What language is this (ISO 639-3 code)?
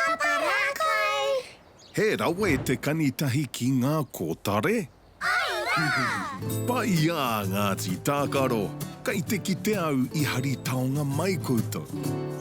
mri